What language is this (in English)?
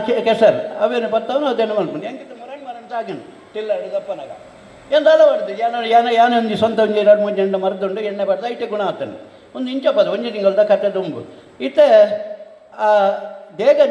Tulu